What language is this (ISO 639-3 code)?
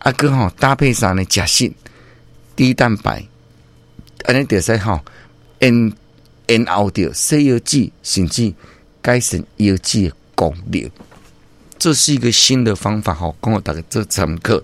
nan